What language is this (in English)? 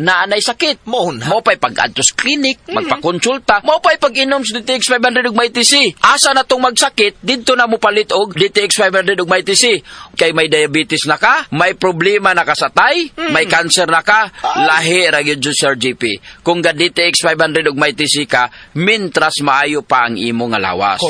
Cebuano